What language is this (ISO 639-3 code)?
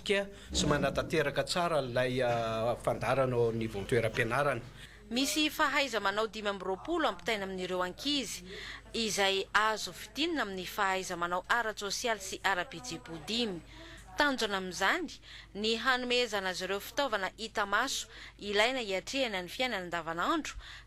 mlg